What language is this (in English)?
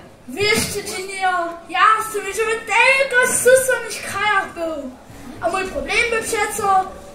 Upper Sorbian